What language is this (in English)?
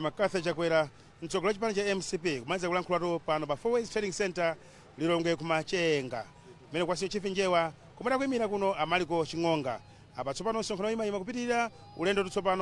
Nyanja